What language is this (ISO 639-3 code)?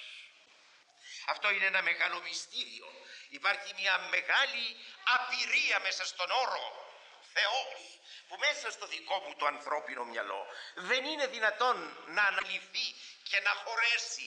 ell